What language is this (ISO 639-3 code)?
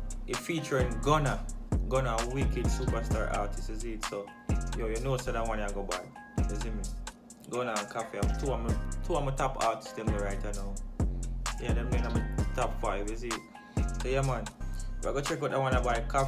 jam